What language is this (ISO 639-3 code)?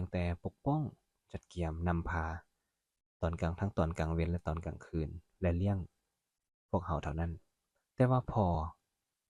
lao